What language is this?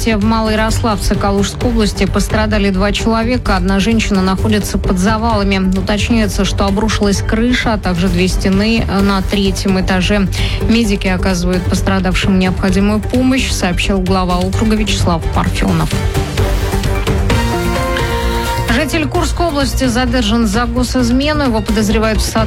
Russian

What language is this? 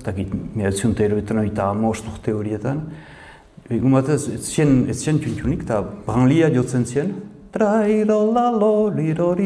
Basque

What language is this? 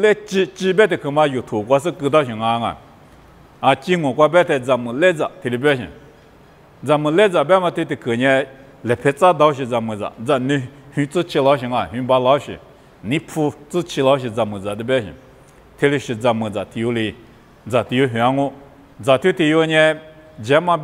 Lisu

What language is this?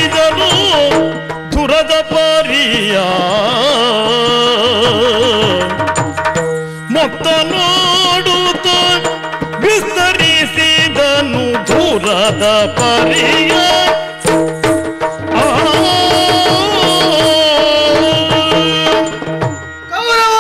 Kannada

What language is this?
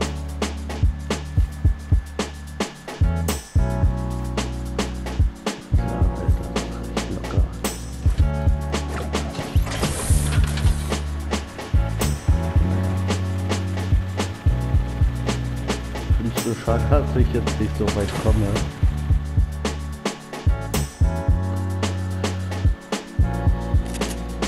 German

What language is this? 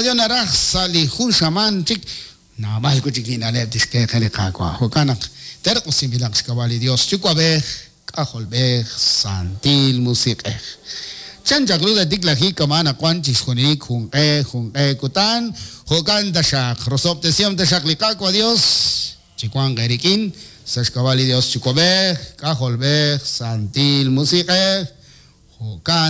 Kekchí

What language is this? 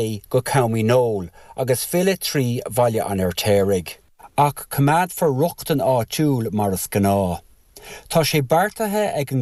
Irish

